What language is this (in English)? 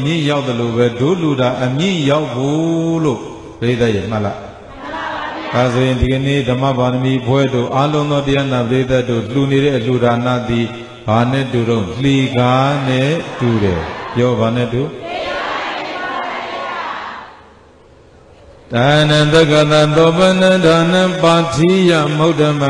Burmese